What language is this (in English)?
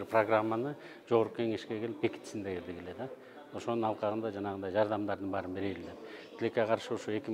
Kyrgyz